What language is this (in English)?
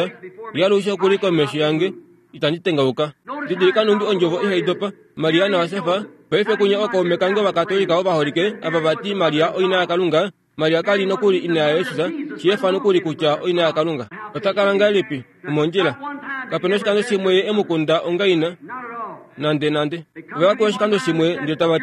Kuanyama